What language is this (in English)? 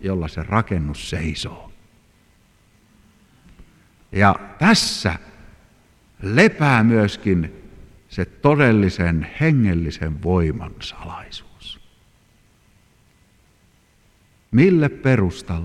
Finnish